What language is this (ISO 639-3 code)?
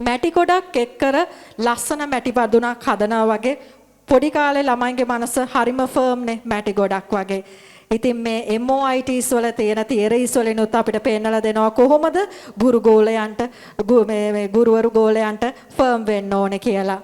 sin